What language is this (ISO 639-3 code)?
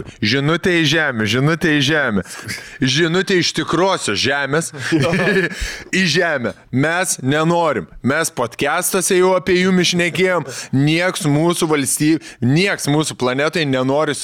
lit